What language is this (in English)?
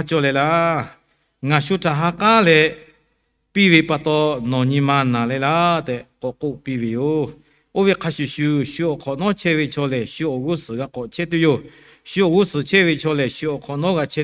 Lahu